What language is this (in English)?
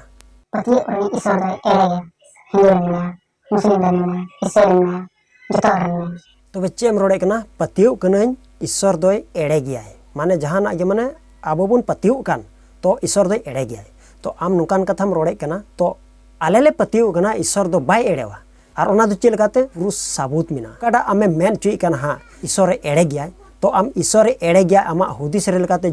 Santali